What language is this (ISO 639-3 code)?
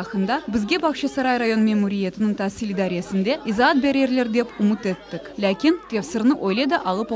crh